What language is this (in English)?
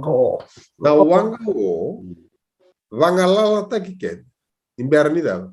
Fijian